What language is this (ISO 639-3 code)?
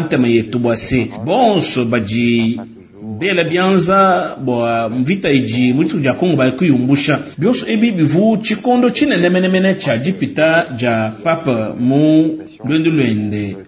lua